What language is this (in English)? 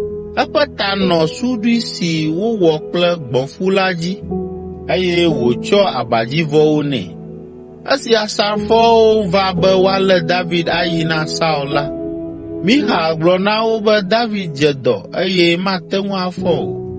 Ewe